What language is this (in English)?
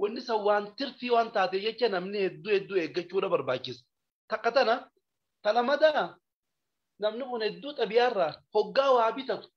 Oromo